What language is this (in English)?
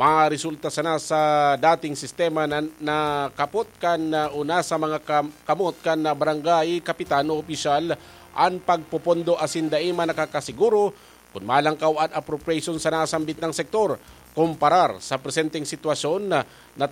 Bikol